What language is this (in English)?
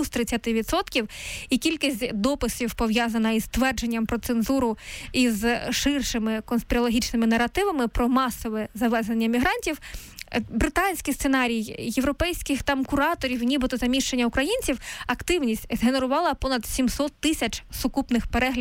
Ukrainian